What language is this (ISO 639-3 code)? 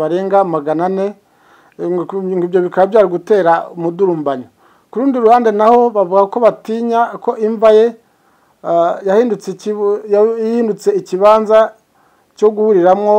kin